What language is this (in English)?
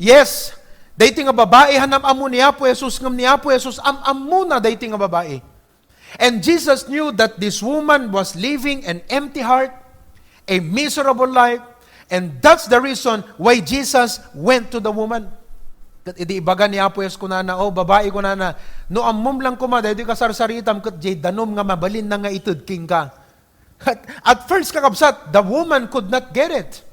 Iloko